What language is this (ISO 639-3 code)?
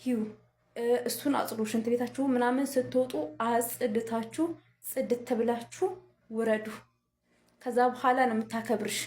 amh